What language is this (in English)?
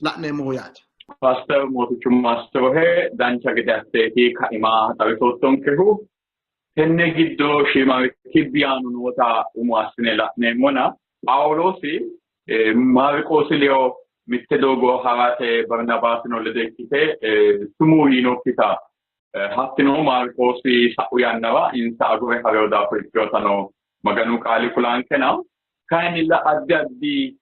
Sidamo